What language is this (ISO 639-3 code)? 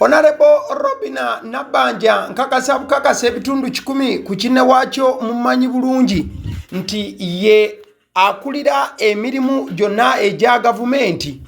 lug